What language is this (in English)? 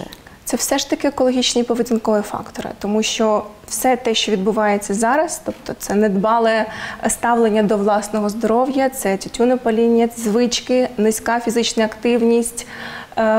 Ukrainian